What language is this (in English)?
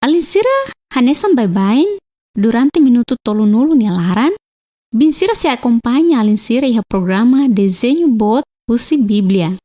Tetum